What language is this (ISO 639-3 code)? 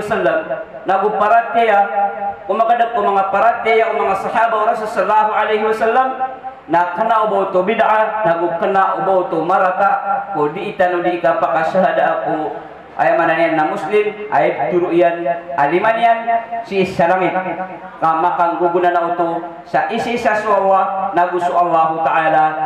mrw